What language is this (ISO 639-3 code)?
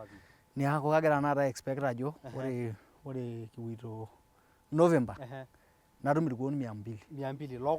mas